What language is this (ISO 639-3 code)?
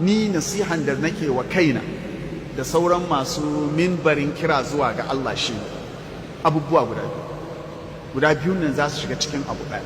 hau